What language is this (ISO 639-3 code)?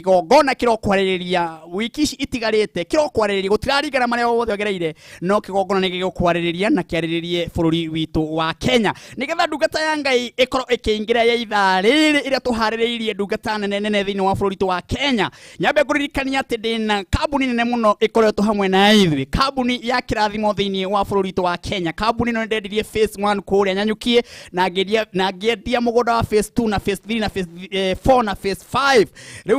kik